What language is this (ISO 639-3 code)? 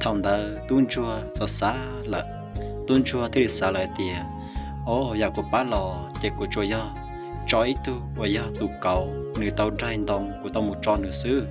hmn